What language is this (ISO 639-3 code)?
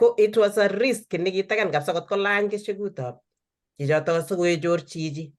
kln